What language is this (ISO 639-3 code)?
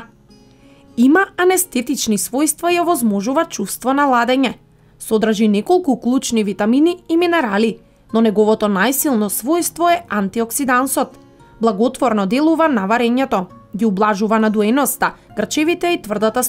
mkd